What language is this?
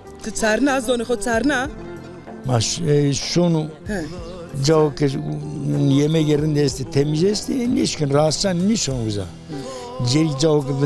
Zaza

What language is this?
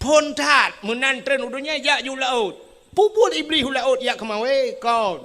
Achinese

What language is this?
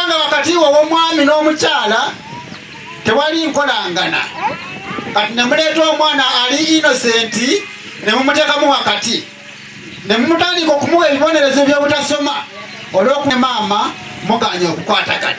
Ganda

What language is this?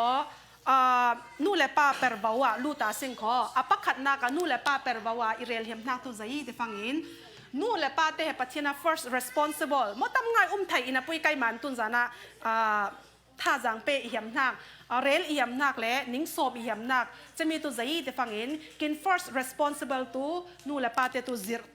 Falam Chin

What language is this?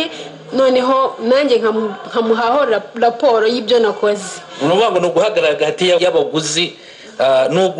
Kinyarwanda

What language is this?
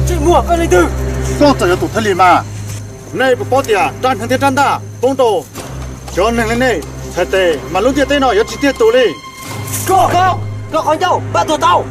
Hmong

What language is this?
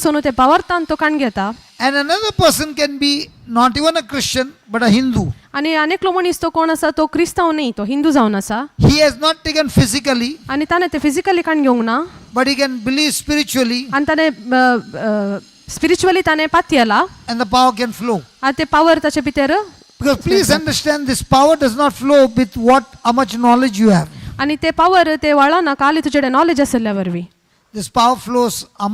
Konkani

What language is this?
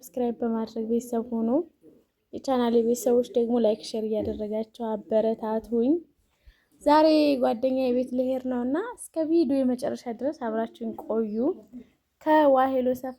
Amharic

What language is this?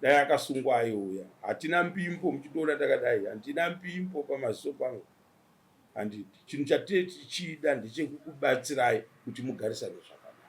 Shona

